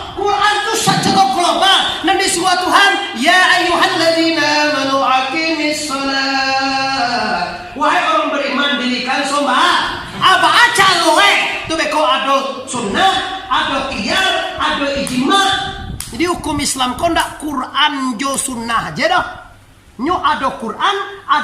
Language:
Minangkabau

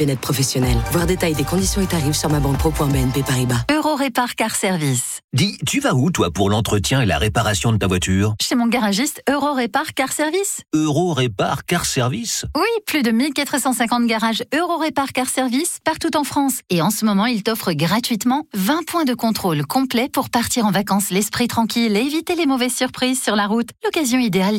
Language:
French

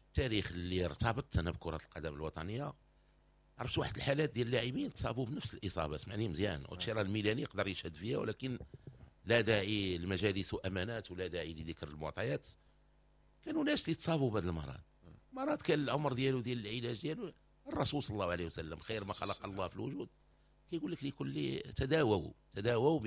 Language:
Moroccan Arabic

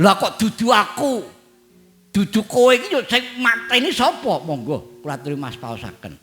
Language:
Javanese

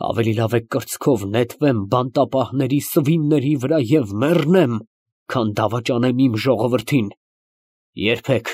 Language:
Armenian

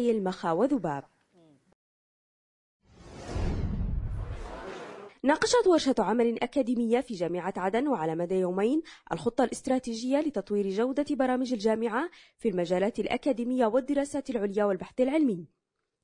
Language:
Arabic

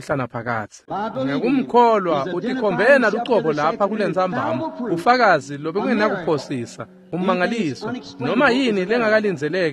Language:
Swati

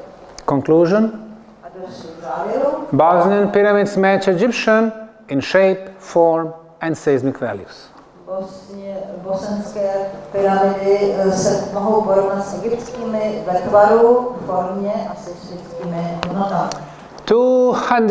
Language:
Czech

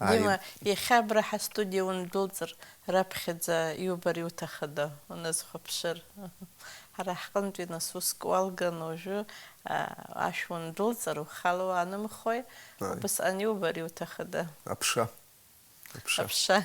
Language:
Abkhazian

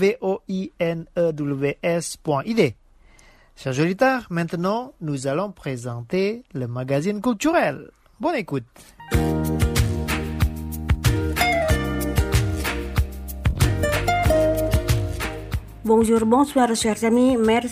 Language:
French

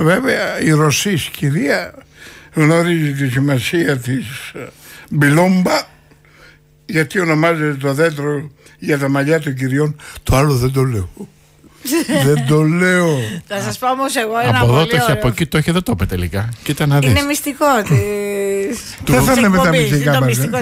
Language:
Greek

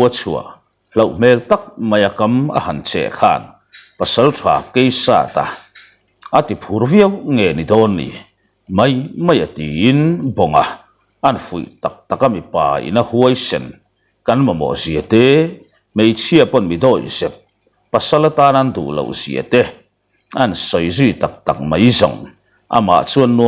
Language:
Mizo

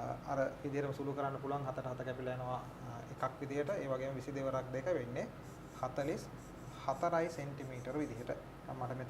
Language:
Sinhala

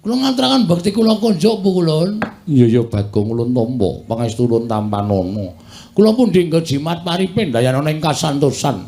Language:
Javanese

